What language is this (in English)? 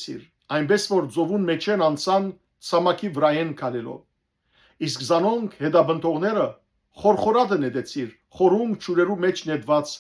Western Armenian